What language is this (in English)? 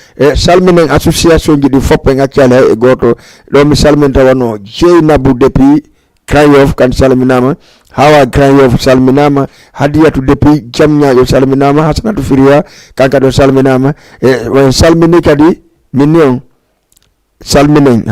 Fula